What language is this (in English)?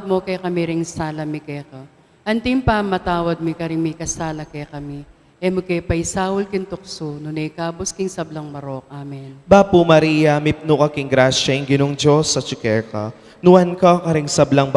Pampanga